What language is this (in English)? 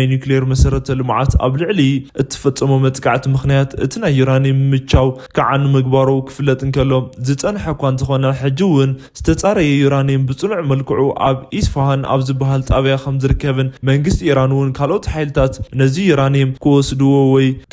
Tigrinya